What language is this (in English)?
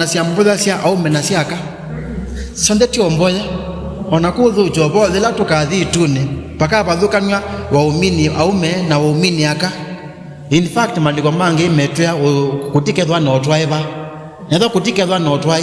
Kamba